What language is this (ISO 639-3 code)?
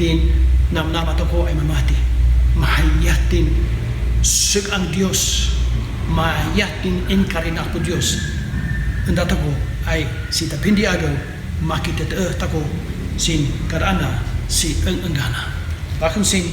kne